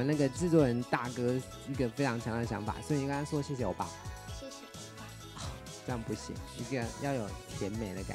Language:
Chinese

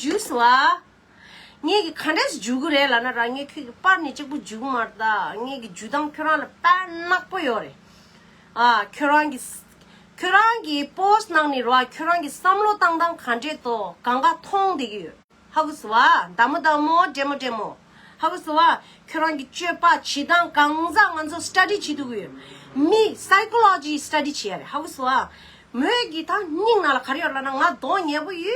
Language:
Tibetan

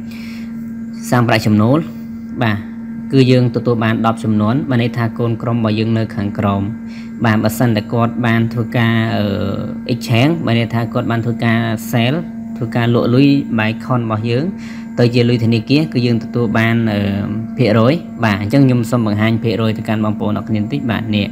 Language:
Khmer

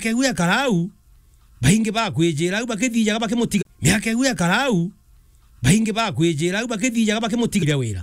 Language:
Meru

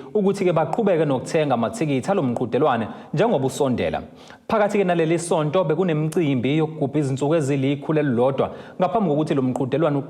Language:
Zulu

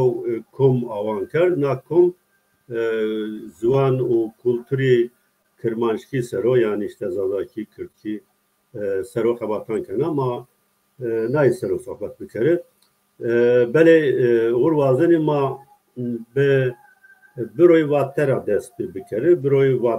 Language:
Zaza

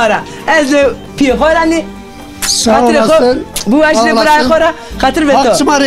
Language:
Zaza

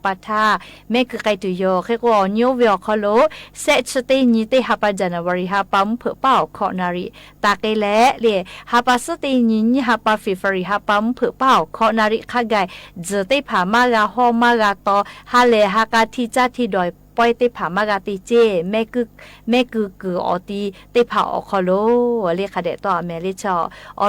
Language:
Lahu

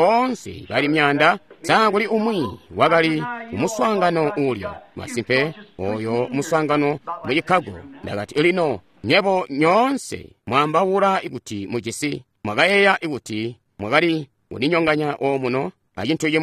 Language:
Tonga (Zambia)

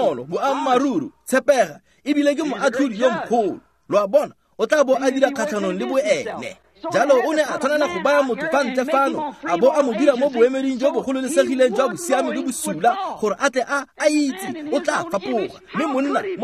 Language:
Tswana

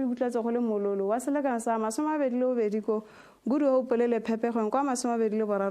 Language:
Tswana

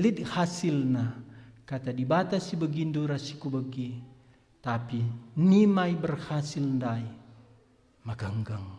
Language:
Batak Karo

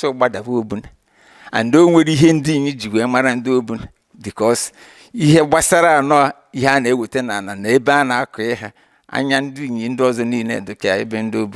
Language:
Igbo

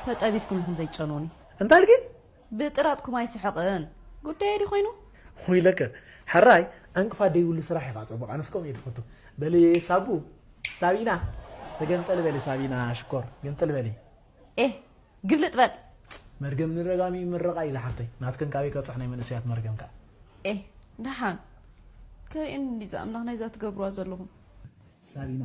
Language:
Tigrinya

